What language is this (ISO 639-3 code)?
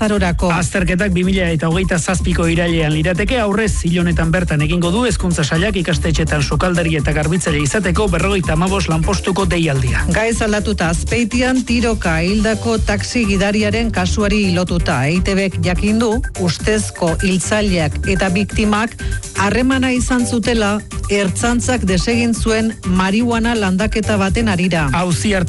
eus